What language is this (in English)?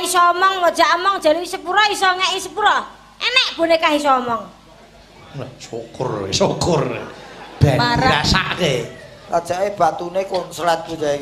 Javanese